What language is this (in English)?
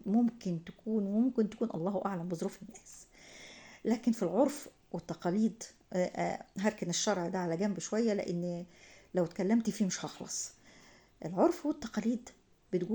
Egyptian Arabic